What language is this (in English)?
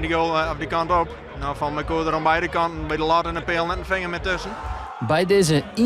Western Frisian